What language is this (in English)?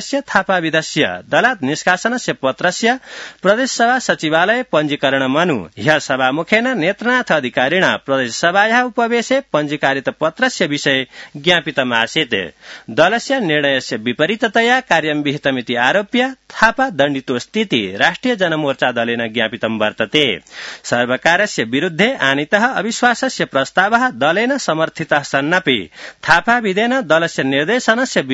Sanskrit